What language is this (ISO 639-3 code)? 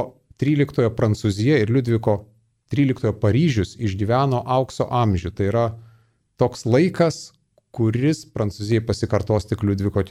lit